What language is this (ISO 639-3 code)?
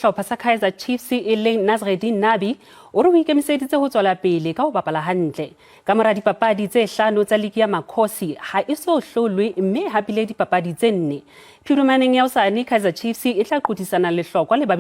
sot